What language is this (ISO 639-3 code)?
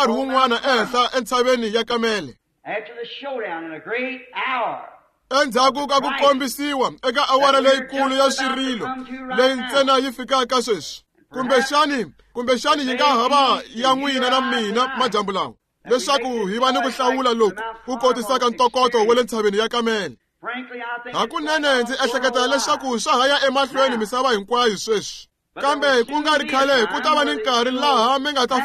tso